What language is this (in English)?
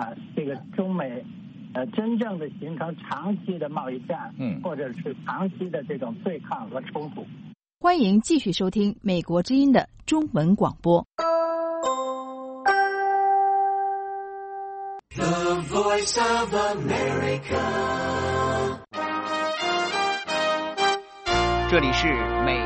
Chinese